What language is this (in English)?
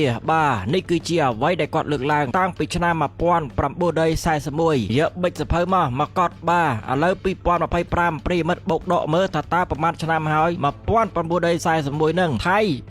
Khmer